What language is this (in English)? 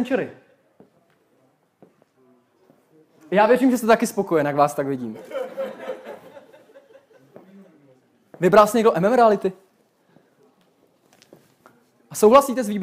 Czech